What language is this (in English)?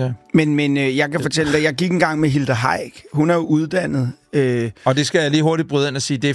Danish